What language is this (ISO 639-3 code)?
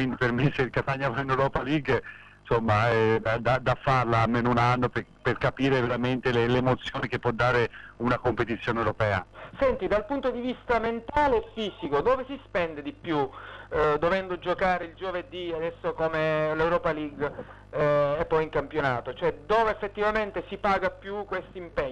ita